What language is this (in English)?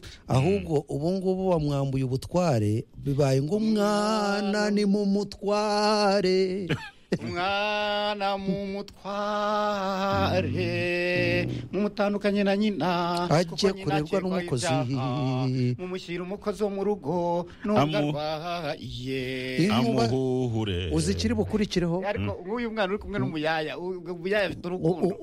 Kinyarwanda